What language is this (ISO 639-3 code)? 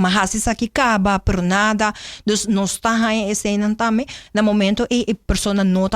pap